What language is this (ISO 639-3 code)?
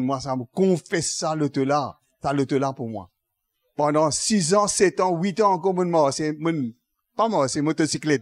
mfe